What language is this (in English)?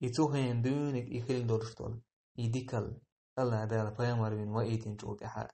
Chechen